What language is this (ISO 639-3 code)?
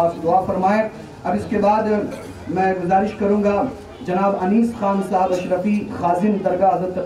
urd